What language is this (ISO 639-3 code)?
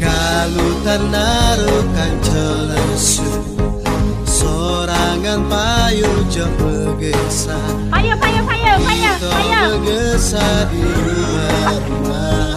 mui